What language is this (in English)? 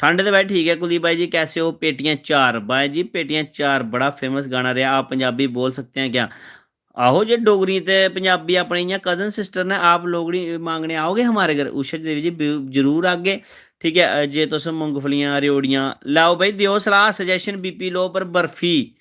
Dogri